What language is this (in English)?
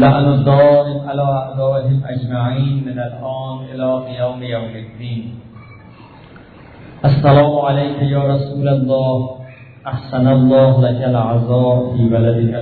Persian